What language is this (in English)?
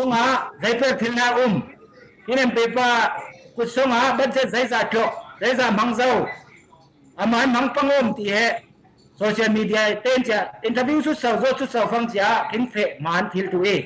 Falam Chin